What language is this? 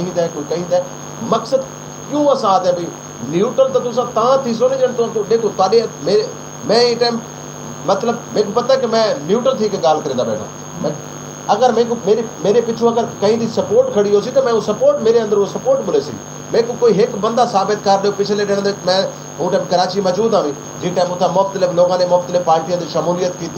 Saraiki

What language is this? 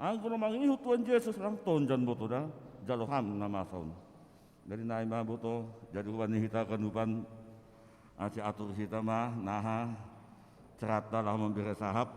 Batak Simalungun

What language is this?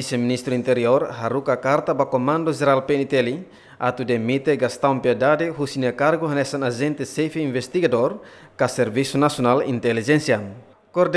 Tetum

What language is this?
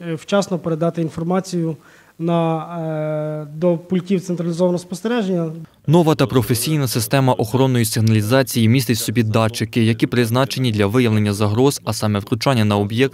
Ukrainian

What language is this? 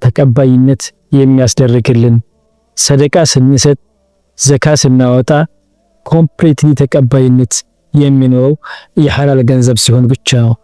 Amharic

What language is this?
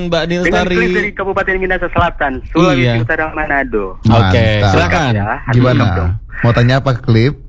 Indonesian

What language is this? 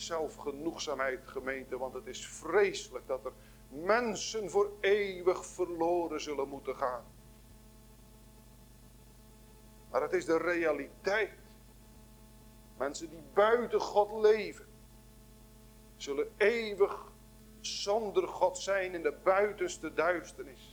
Dutch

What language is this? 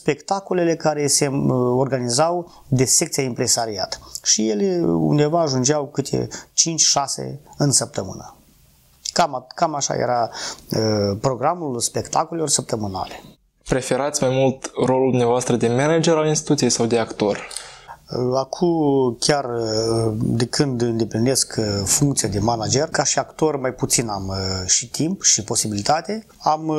Romanian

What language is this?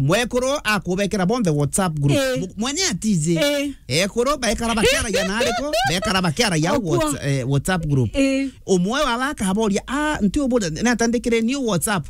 Meru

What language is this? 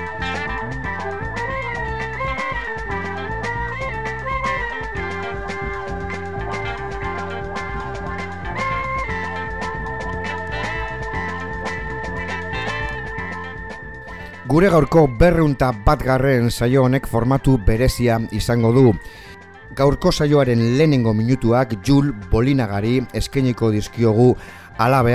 Basque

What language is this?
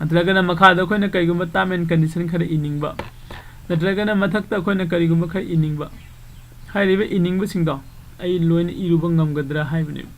Manipuri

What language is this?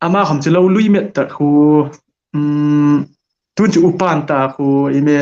Hmar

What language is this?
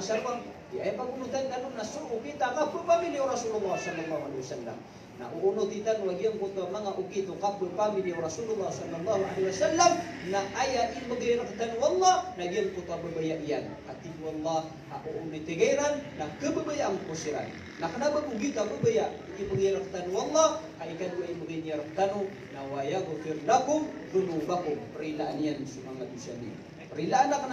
Maranao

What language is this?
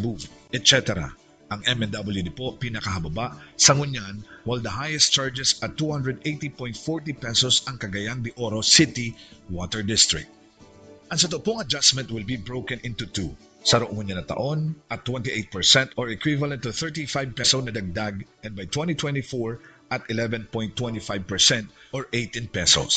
Bikol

